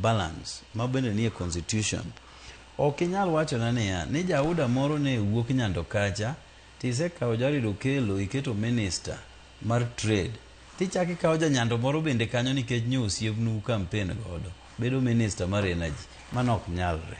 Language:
Luo (Kenya and Tanzania)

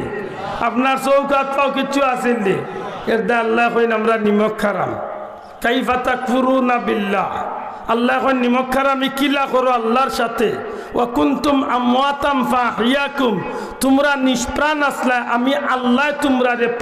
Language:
Sylheti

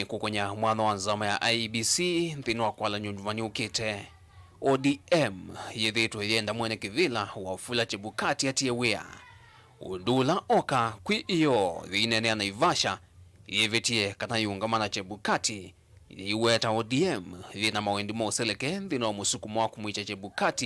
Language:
Kamba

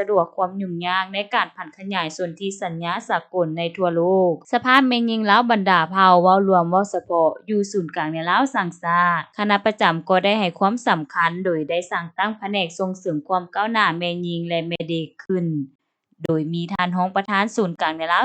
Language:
Lao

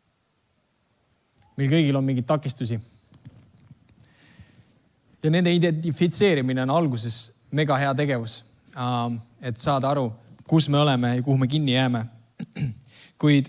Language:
Estonian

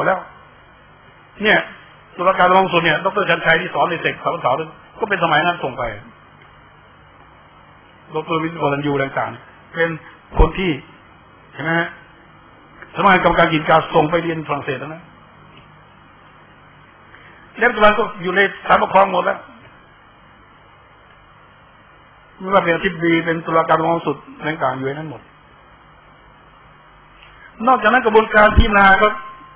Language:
Thai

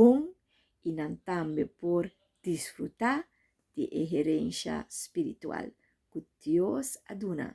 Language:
Papiamento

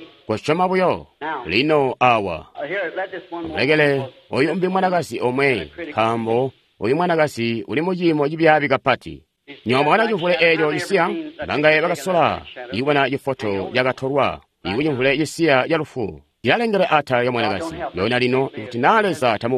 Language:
Tonga (Zambia)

